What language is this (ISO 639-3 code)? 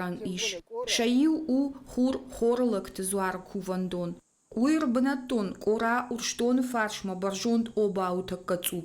oss